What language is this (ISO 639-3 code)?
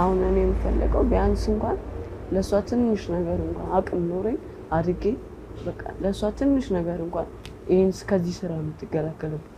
amh